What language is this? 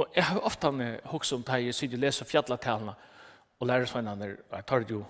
Faroese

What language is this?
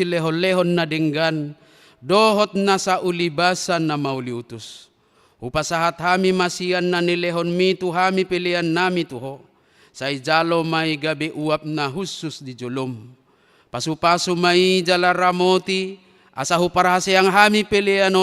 Batak Toba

